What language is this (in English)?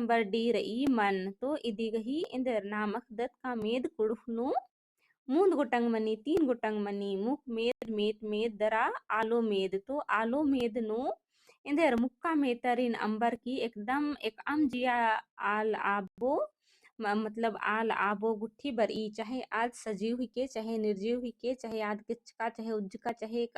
Kurukh